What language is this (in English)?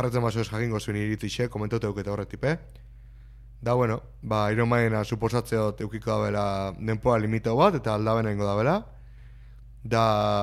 Basque